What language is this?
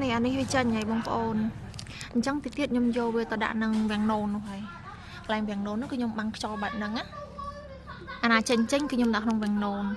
Khmer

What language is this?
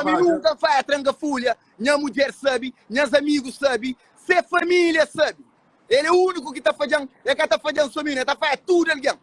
Kabuverdianu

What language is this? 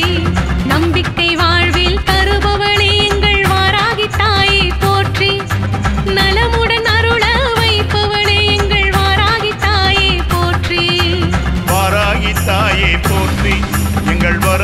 Tamil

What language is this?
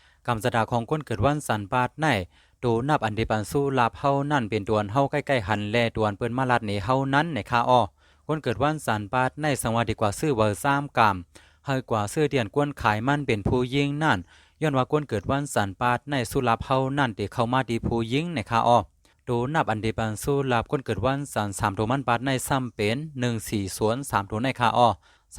Shan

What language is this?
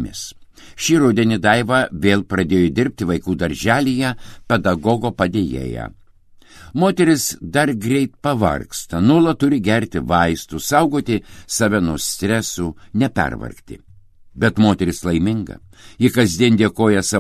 Lithuanian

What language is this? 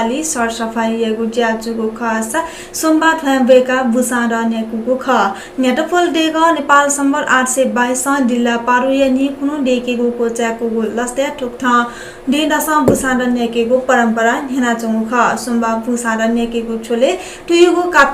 Newari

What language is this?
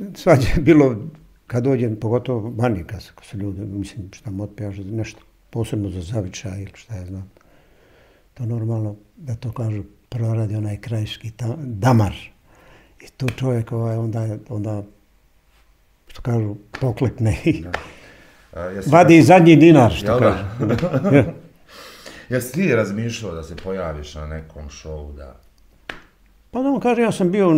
Bosnian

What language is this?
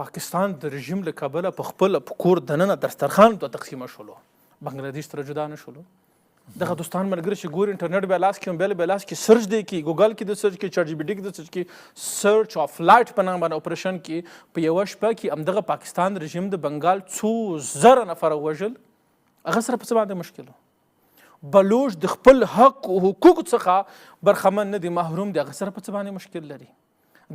Pashto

